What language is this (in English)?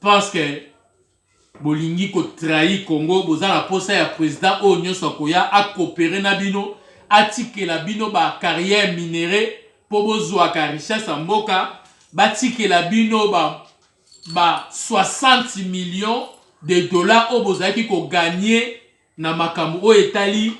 Lingala